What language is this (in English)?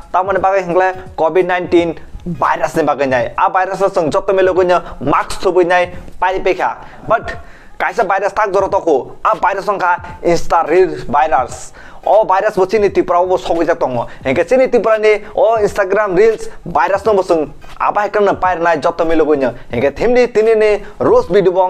Kok Borok